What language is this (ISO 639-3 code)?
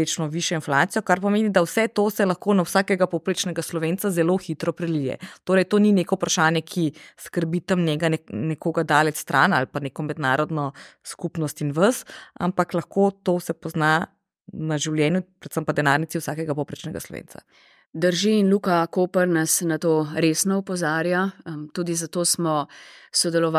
slv